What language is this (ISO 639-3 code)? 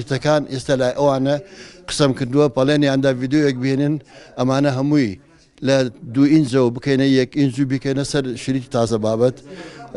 ckb